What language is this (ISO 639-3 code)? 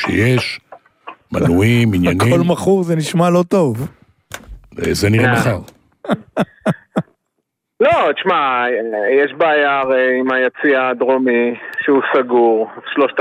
heb